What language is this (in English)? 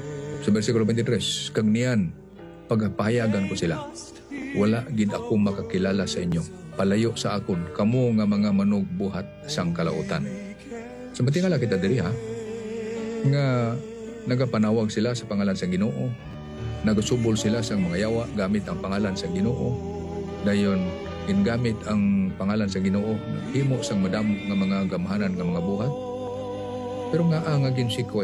Hiligaynon